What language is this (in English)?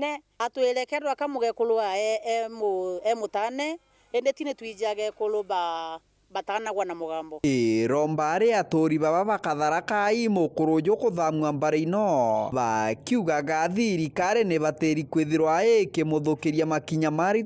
Meru